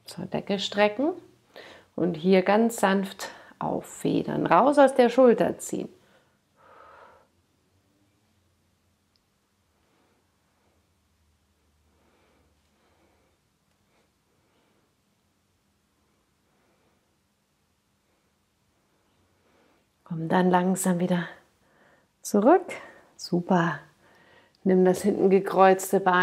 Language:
German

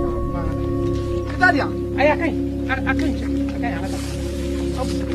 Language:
Bambara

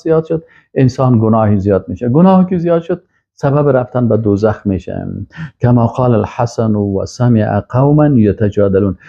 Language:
Persian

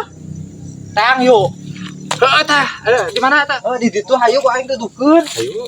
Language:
Sundanese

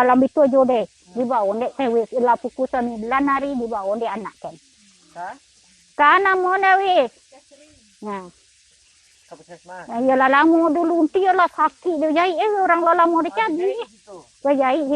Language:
Minangkabau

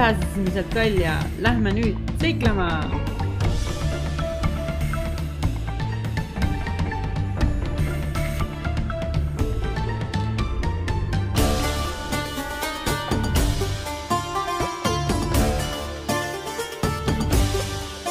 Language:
Estonian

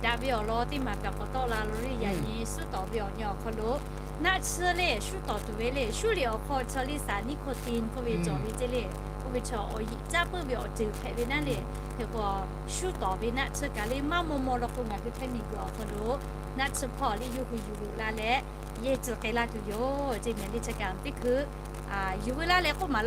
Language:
Lahu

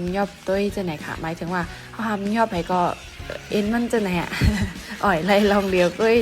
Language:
Shan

